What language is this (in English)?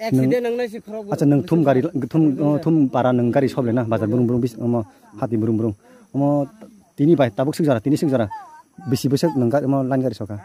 Kok Borok